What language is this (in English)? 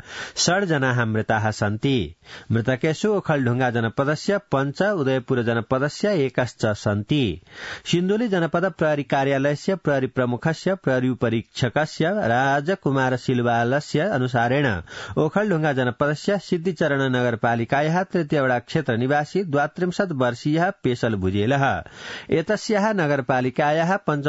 Sanskrit